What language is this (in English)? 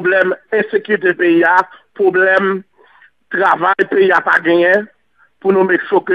Haitian Creole